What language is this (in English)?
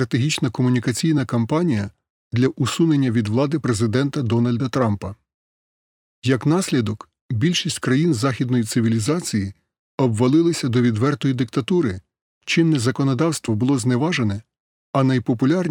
Ukrainian